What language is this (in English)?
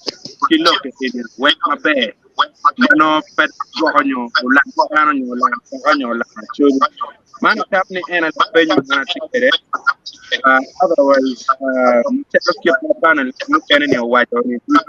Acoli